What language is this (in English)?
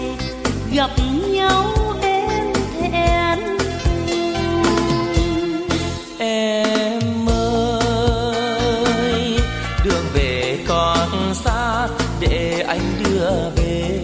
Vietnamese